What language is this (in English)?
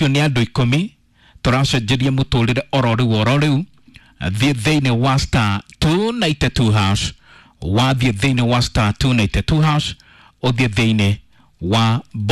Kikuyu